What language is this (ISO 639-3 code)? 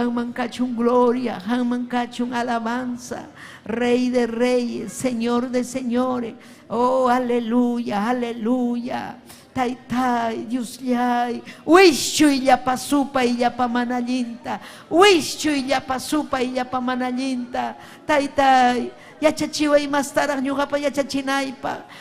quy